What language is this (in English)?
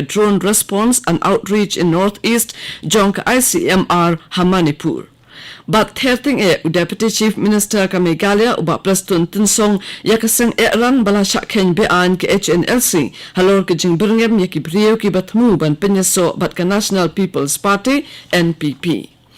Khasi